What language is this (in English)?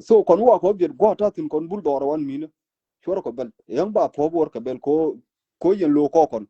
Nuer